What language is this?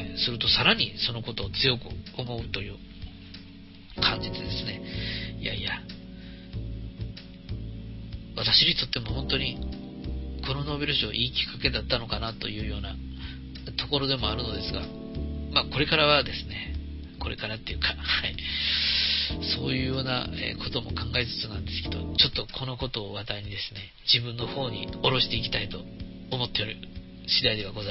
Japanese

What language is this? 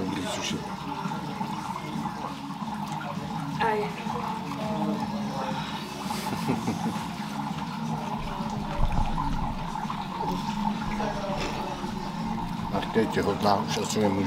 Czech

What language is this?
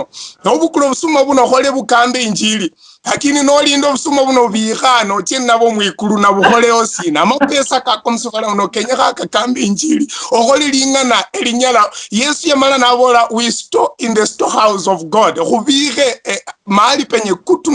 Luyia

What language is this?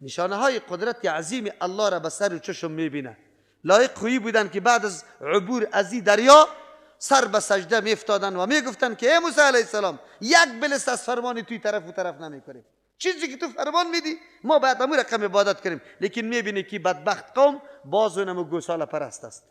Persian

